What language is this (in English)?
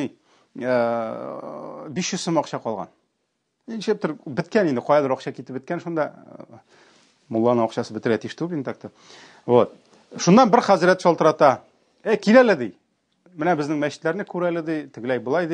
Tatar